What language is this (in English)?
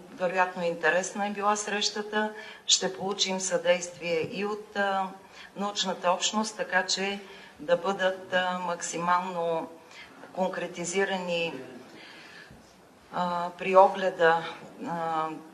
Bulgarian